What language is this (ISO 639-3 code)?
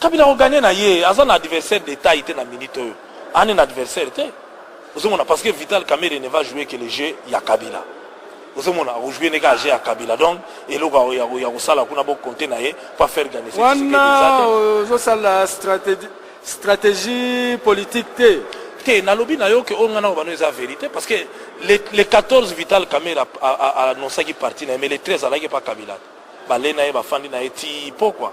lin